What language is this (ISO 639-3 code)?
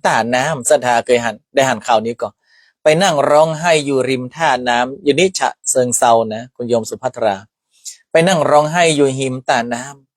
nod